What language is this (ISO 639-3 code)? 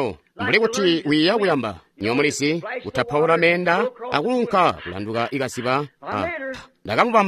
toi